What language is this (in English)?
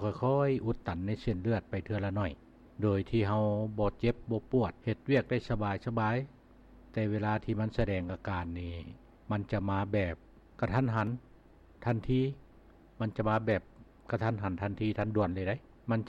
Lao